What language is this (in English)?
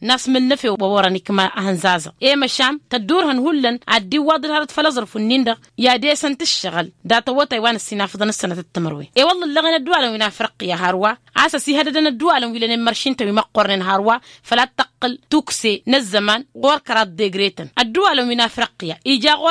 Tamasheq